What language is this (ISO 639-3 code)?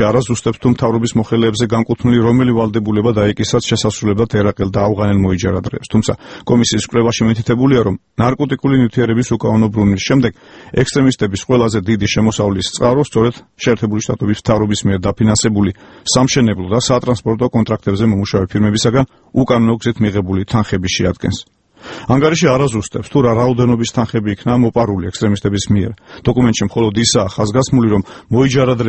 kat